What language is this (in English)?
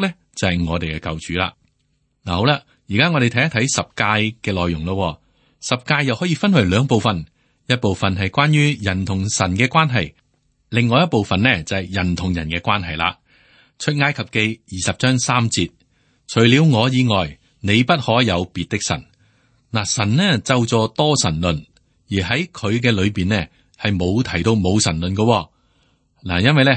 Cantonese